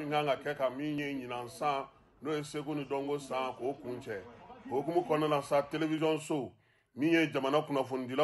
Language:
Bambara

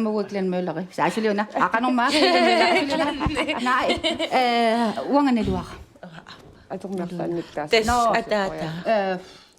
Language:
Kalaallisut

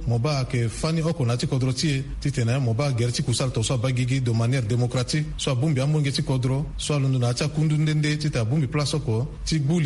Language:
Sango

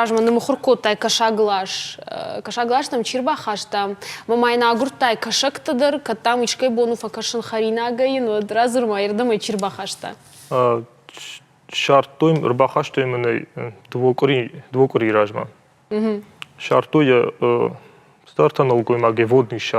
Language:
Ossetic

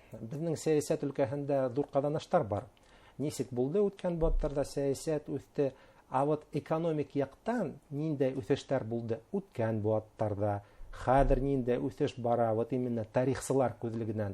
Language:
Bashkir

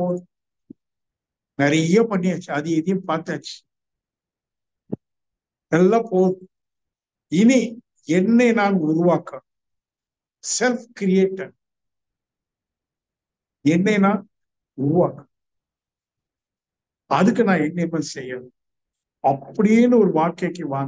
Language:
Tamil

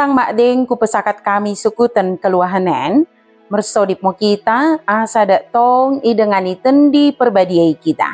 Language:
Batak Dairi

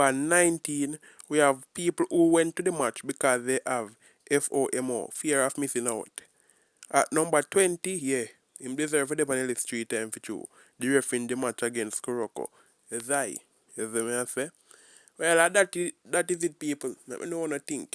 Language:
Jamaican Creole English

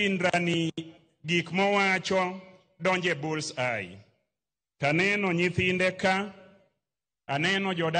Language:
Luo (Kenya and Tanzania)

